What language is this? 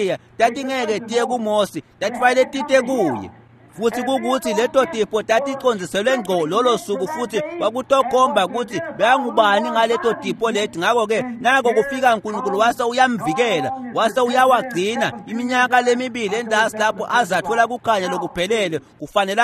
Swati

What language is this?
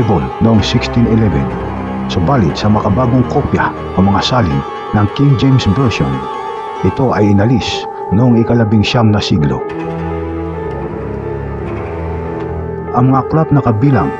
Filipino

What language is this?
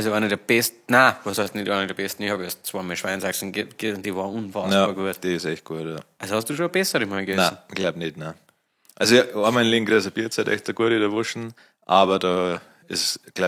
Bavarian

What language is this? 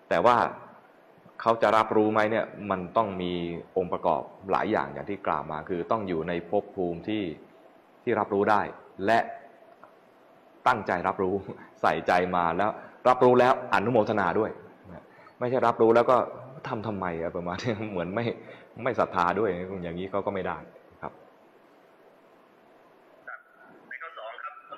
Thai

